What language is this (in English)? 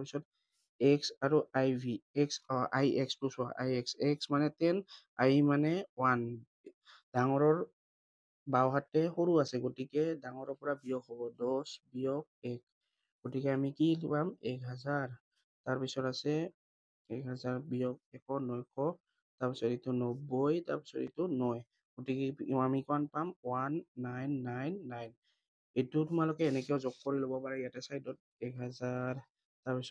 Assamese